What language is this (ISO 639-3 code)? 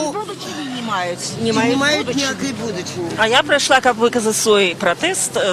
bel